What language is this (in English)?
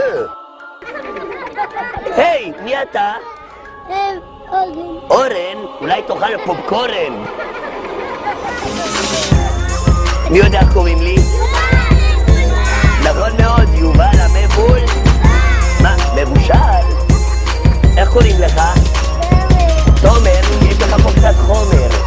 Hebrew